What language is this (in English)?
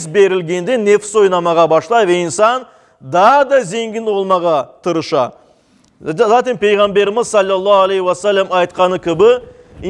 Crimean Tatar